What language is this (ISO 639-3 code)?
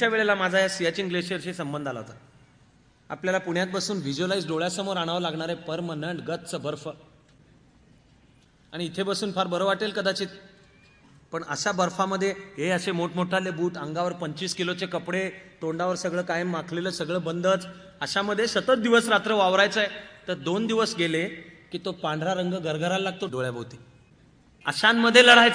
mar